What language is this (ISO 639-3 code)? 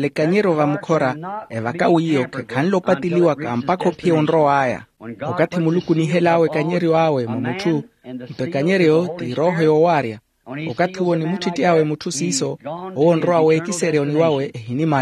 vmw